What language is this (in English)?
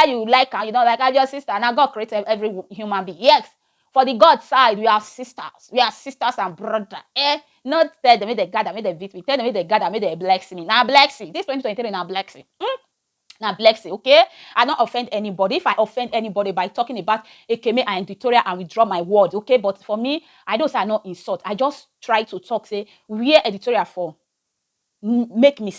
Nigerian Pidgin